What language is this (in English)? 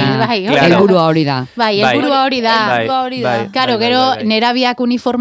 Basque